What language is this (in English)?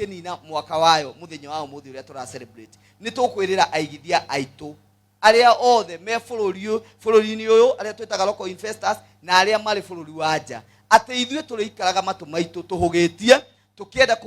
Kikuyu